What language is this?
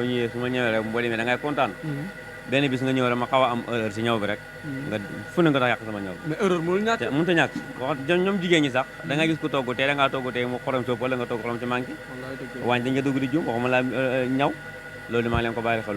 Wolof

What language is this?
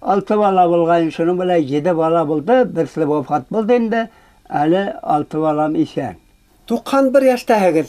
Bashkir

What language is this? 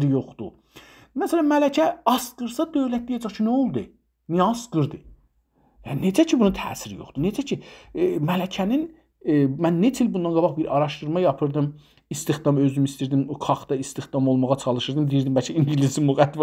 South Azerbaijani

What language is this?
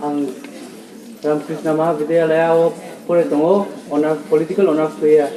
Riang (India)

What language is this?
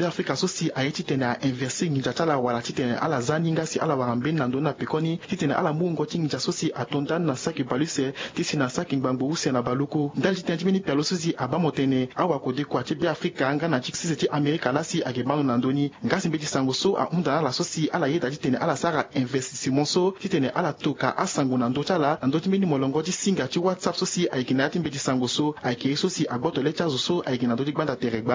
Sango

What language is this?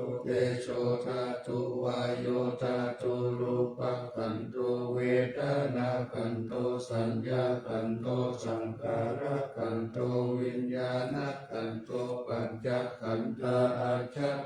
Pali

